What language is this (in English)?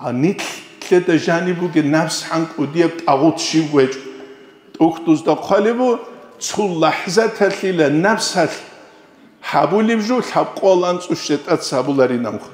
Avaric